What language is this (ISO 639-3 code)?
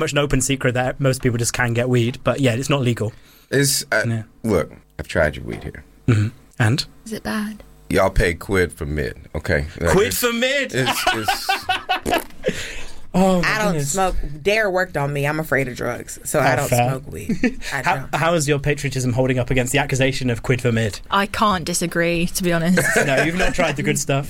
eng